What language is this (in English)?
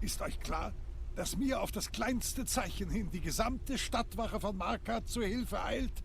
Swiss German